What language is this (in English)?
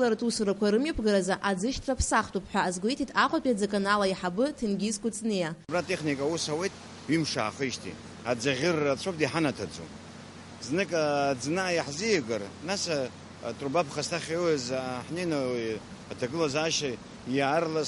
Abkhazian